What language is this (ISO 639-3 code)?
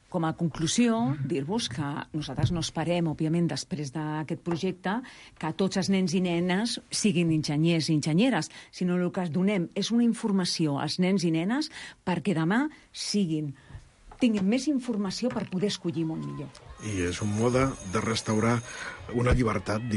cat